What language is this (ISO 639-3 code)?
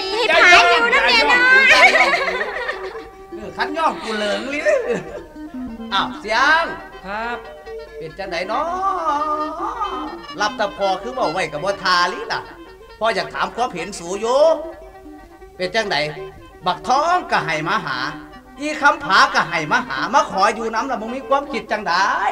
tts